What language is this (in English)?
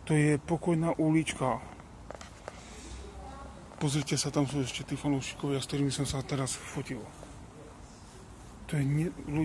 Slovak